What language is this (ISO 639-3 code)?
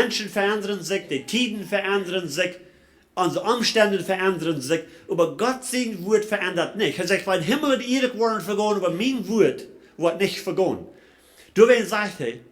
pdt